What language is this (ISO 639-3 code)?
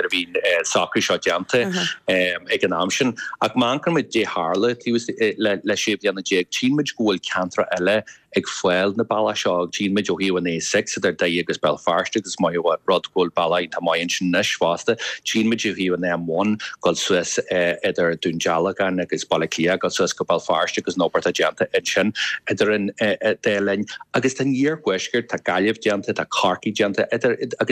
gle